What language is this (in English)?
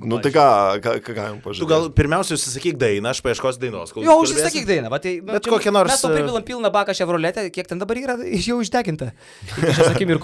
Lithuanian